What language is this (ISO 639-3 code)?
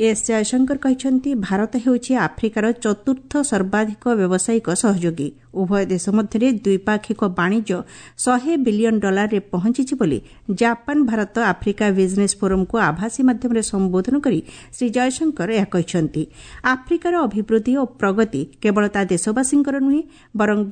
ori